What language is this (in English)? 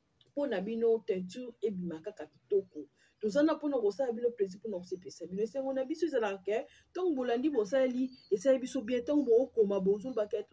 Lingala